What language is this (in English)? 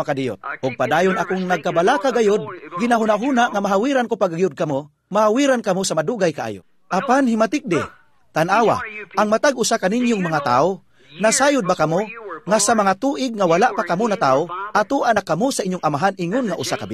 Cebuano